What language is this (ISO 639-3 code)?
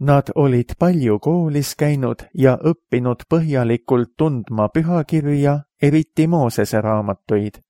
est